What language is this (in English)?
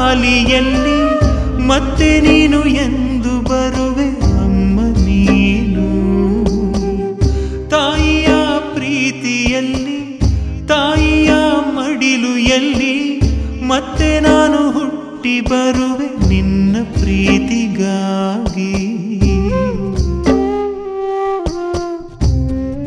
Kannada